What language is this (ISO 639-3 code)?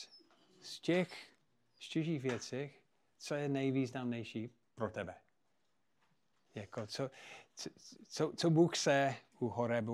ces